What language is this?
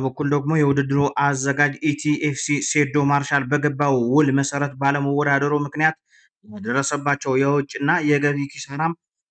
Amharic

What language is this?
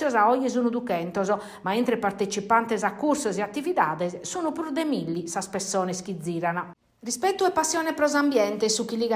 Sardinian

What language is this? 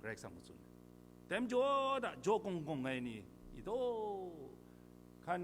Kachin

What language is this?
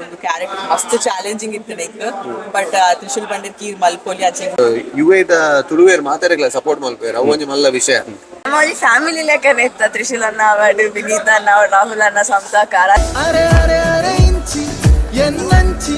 Tulu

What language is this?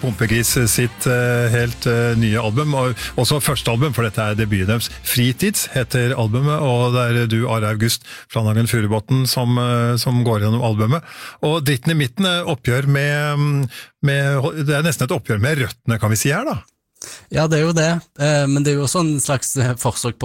Norwegian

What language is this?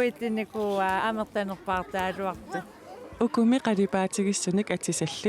Kalaallisut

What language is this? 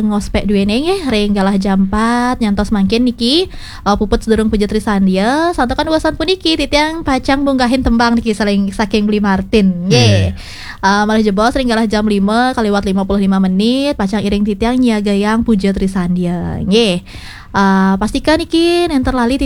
Balinese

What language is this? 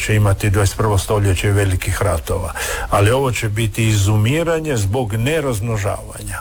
Croatian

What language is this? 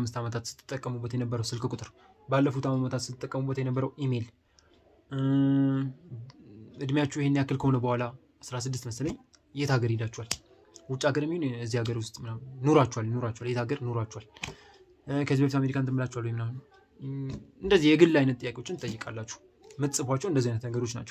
Amharic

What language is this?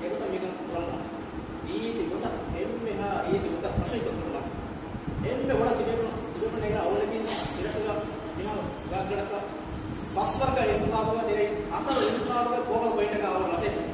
Divehi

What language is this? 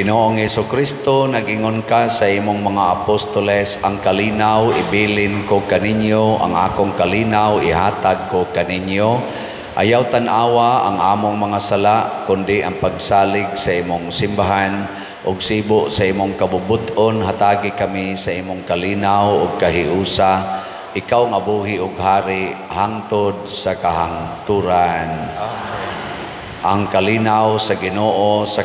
Cebuano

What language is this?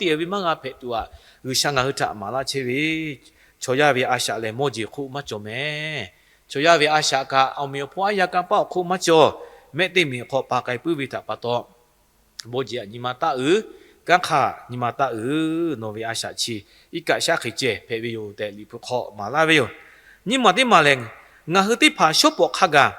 Lahu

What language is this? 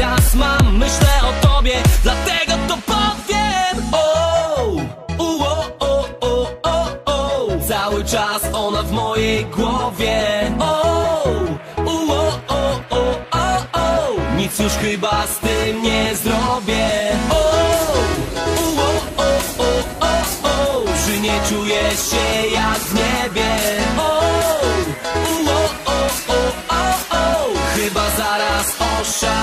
Polish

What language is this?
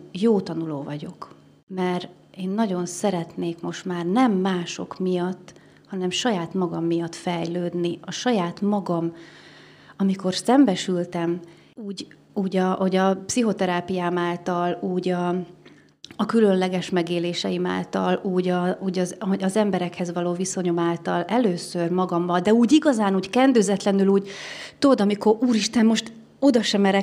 Hungarian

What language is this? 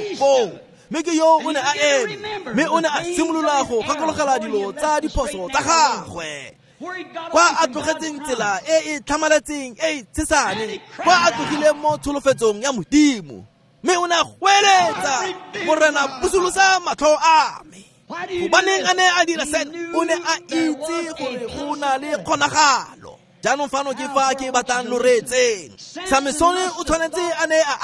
Tswana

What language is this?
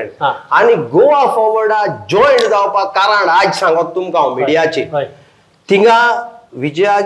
Konkani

